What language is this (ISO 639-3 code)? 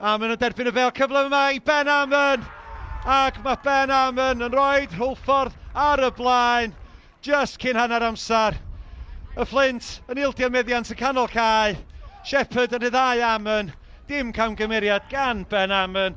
cym